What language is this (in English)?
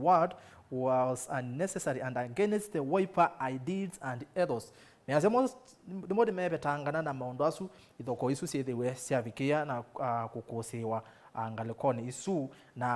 Kamba